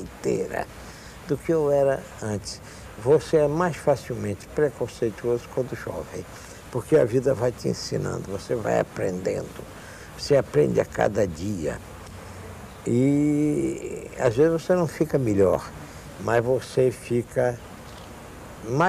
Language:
Portuguese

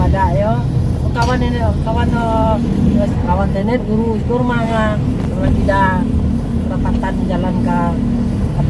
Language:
Minangkabau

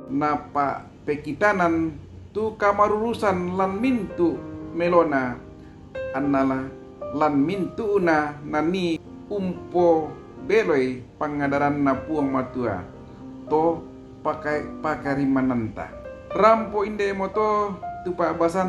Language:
Toraja-Sa'dan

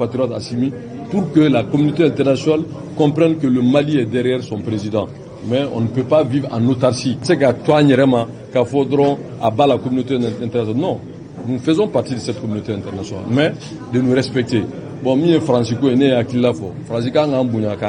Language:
Bambara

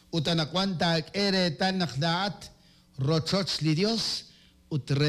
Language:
Kekchí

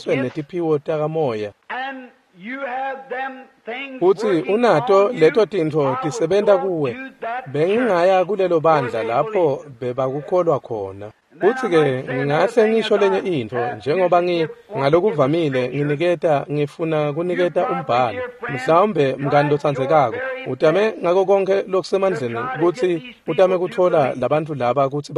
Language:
Swati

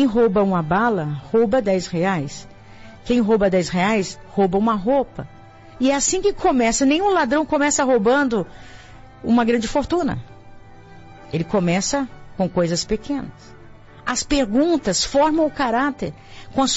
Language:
Portuguese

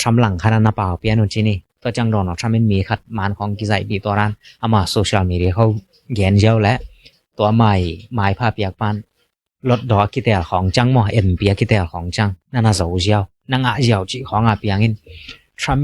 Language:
Tedim Chin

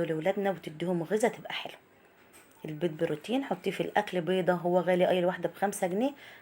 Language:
Egyptian Arabic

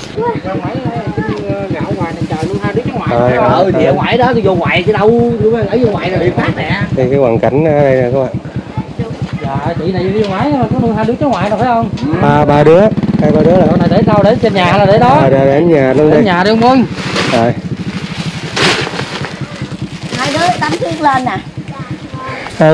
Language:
Vietnamese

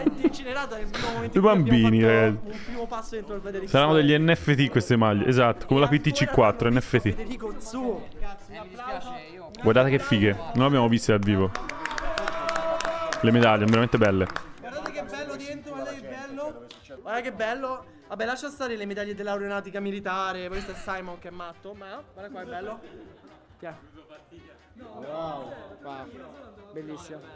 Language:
Italian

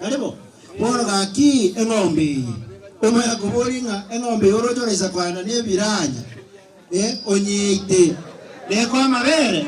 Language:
Gusii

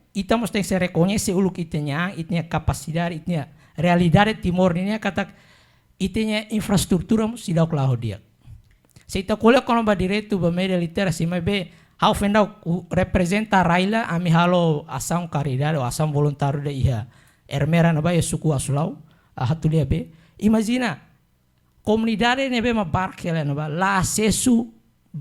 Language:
Tetum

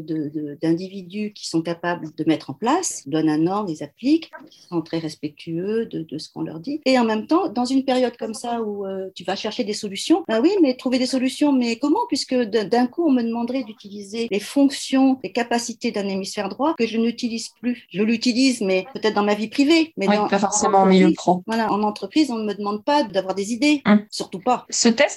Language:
French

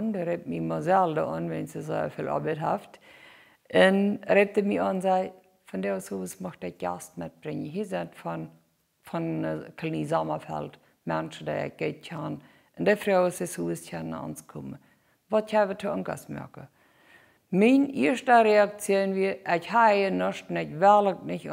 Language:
Plautdietsch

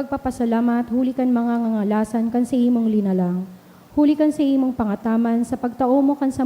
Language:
Bikol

